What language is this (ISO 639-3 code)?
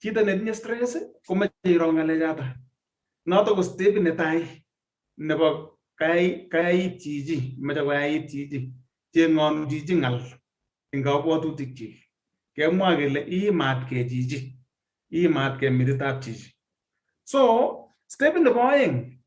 kln